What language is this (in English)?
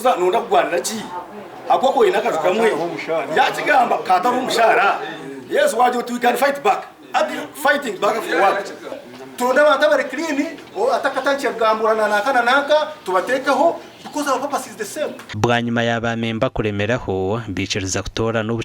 Nyankole